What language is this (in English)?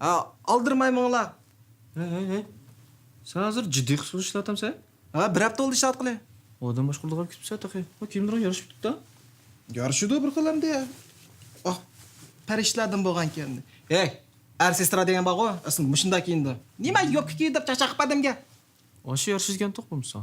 Uyghur